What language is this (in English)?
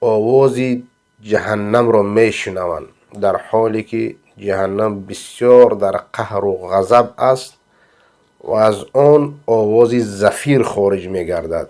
Persian